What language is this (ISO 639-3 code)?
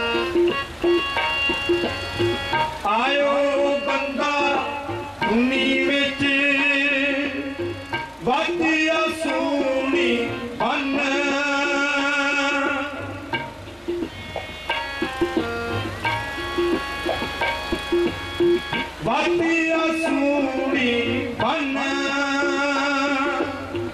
pan